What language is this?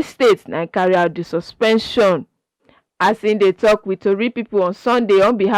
Nigerian Pidgin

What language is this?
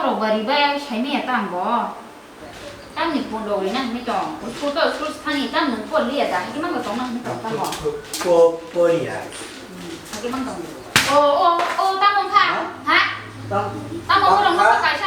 Kok Borok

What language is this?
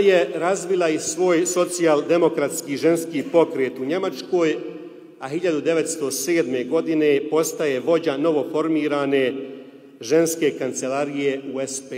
Bosnian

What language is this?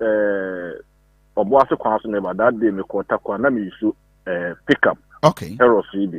Akan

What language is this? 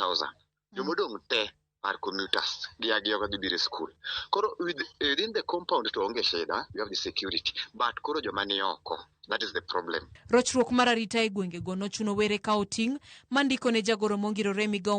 Luo (Kenya and Tanzania)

